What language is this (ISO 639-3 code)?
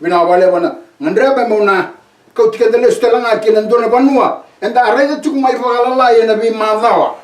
fij